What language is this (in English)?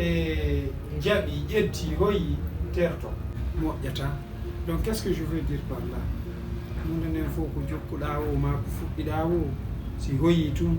Fula